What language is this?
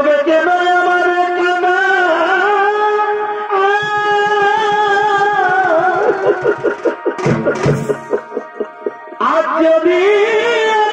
Bangla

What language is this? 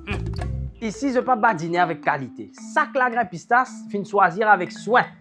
Morisyen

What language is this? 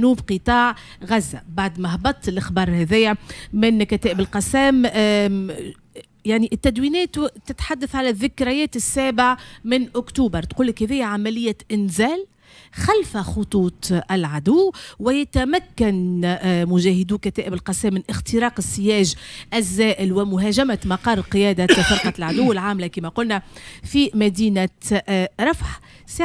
Tunisian Arabic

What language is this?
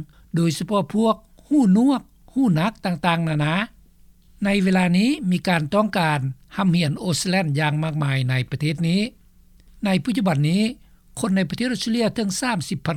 Lao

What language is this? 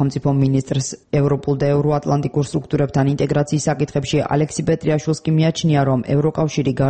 Georgian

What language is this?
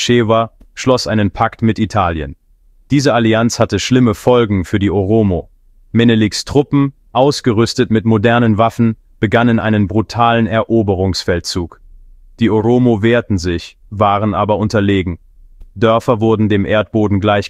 German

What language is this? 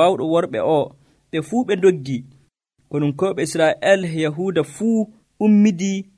Nigerian Fulfulde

